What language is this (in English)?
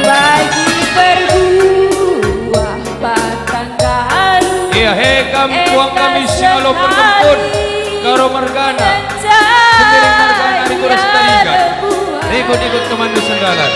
Batak Karo